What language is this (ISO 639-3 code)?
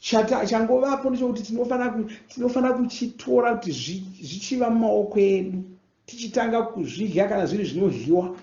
sna